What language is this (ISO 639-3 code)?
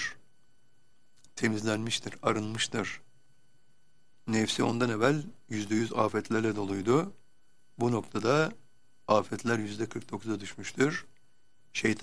tur